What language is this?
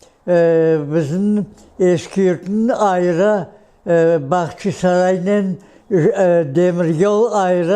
Crimean Tatar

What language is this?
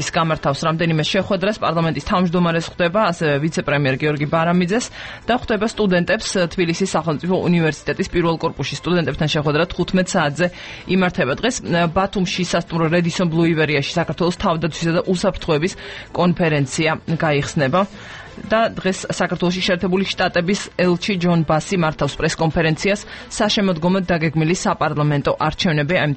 Georgian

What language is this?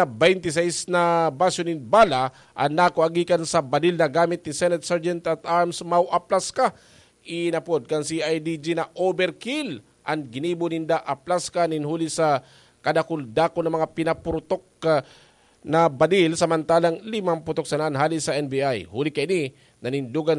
Bikol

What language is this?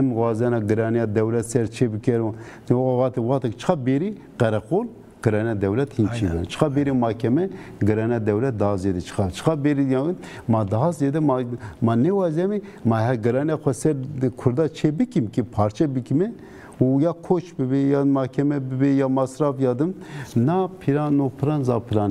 Zaza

